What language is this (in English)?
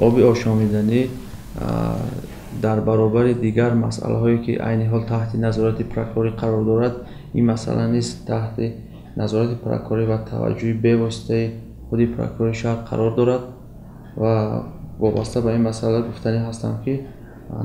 Tajik